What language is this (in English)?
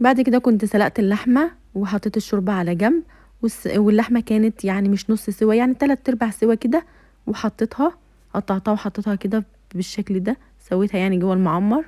Egyptian Arabic